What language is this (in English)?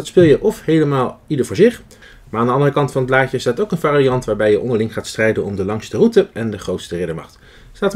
Dutch